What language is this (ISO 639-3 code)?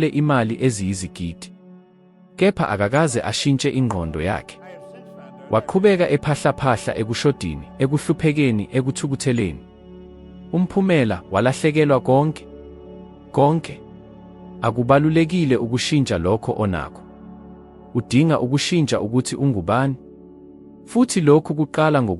zul